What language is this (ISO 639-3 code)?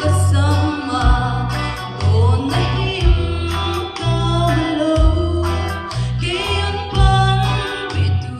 pck